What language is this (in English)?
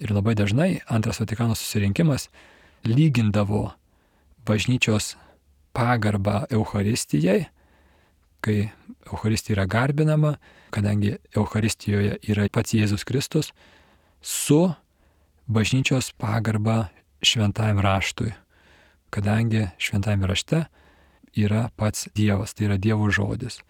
Lithuanian